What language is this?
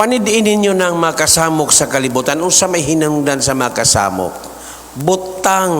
Cebuano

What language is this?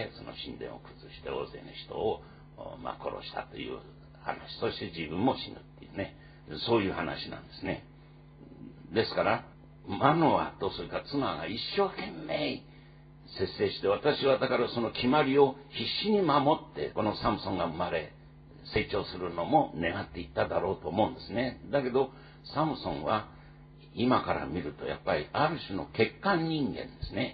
Japanese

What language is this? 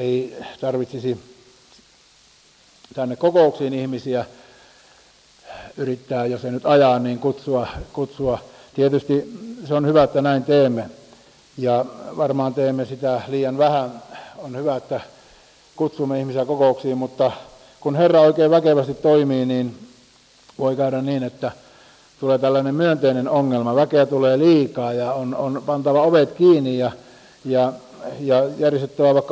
Finnish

